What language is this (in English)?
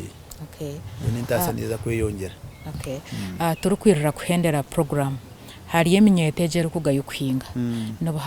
Nyankole